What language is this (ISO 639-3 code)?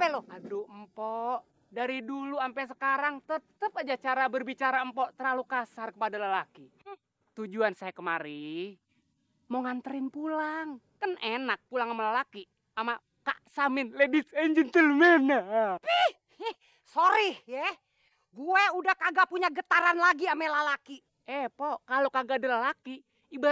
bew